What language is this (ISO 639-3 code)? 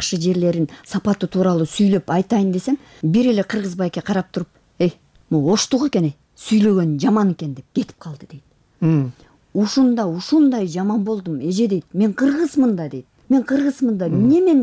kir